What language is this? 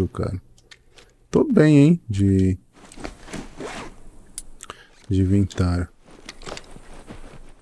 Portuguese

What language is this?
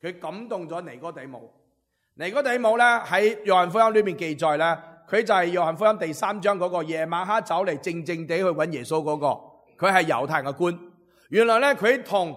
Cantonese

